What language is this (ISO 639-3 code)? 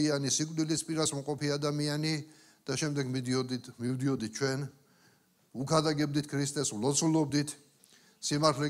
kat